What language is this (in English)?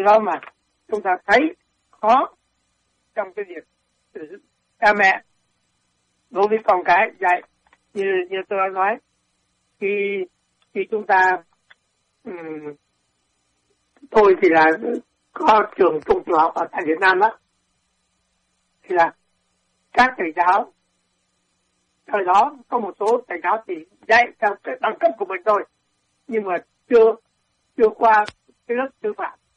Vietnamese